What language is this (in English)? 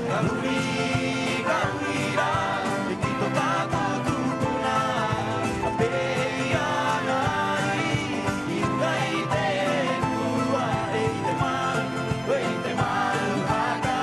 Rapanui